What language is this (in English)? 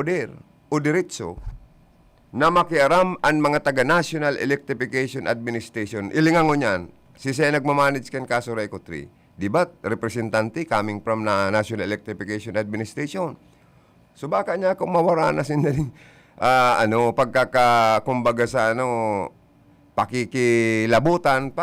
Bikol